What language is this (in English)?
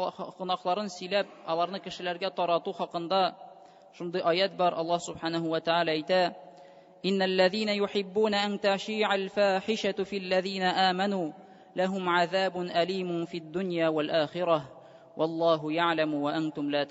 Tatar